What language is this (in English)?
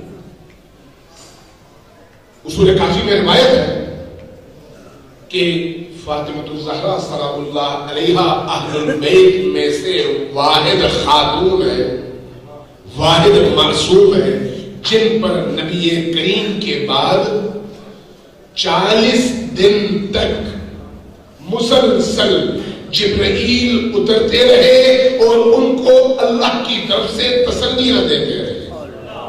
Urdu